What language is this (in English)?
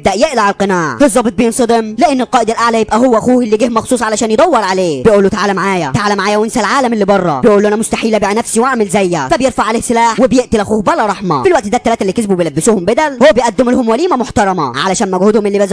Egyptian Arabic